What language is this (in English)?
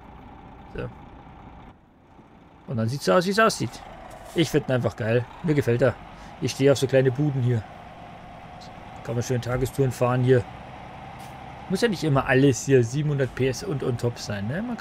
German